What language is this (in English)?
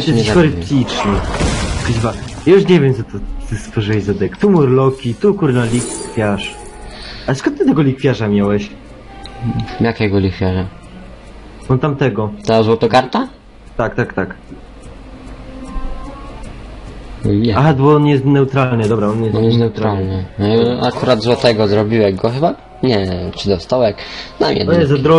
Polish